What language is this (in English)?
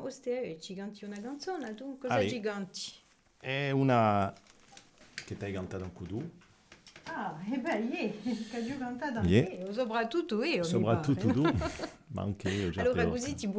Corsican